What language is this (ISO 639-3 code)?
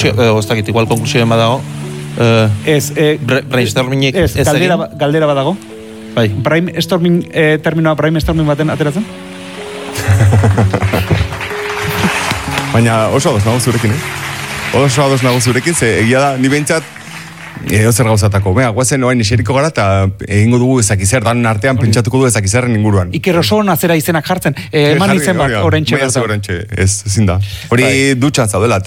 eus